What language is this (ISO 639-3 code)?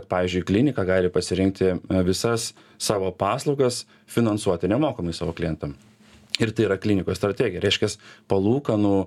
lit